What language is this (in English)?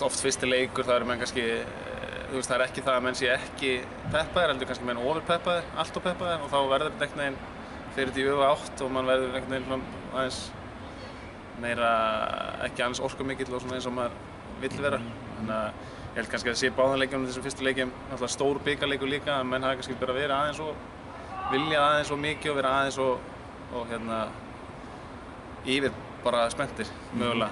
Icelandic